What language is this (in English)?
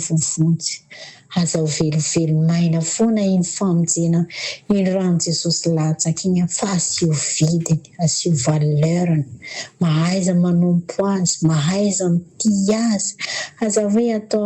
Malagasy